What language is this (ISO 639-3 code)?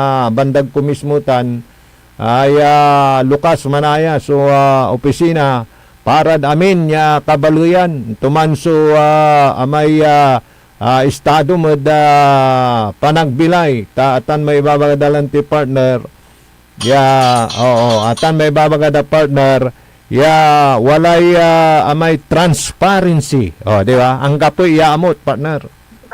pag